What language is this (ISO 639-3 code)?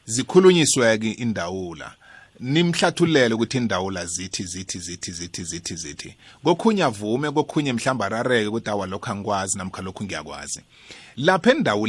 nbl